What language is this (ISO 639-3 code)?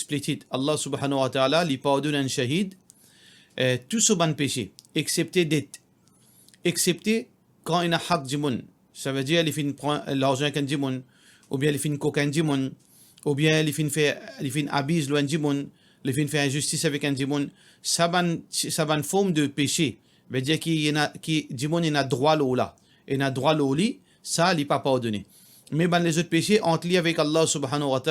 mfe